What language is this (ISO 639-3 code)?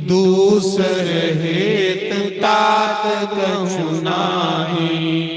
doi